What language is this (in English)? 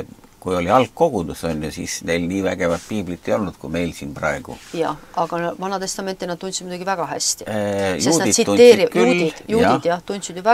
Estonian